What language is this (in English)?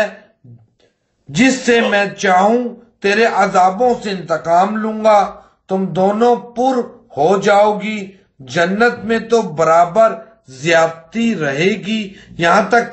Urdu